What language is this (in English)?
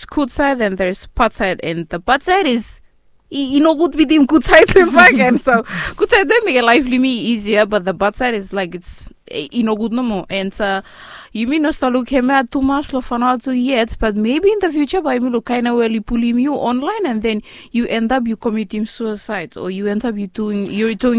Bislama